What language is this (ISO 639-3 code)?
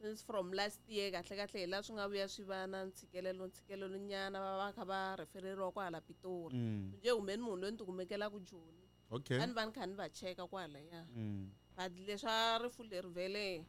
tso